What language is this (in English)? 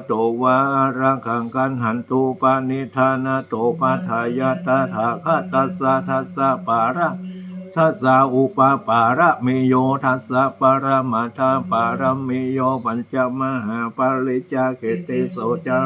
Pali